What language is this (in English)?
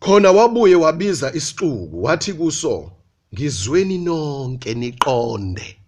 Zulu